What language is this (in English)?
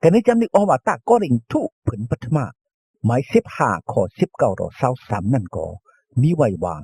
Shan